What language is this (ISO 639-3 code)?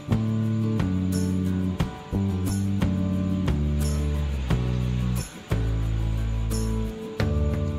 ben